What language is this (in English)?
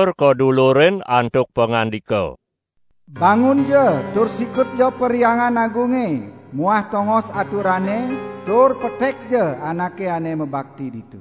Balinese